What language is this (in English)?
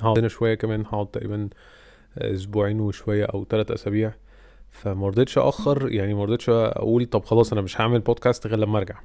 Egyptian Arabic